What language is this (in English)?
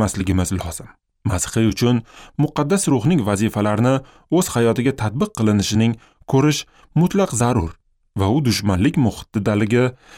Uzbek